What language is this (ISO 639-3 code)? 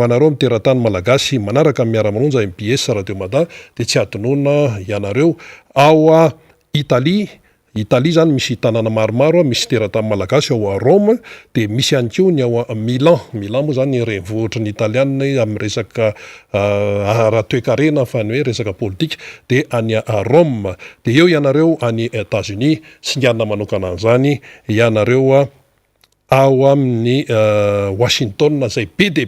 mlg